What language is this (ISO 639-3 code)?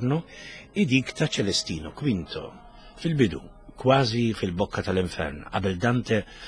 mlt